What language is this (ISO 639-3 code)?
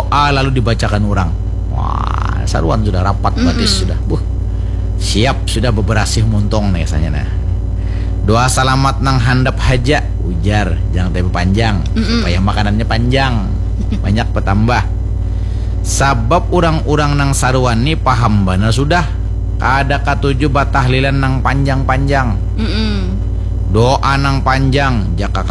bjn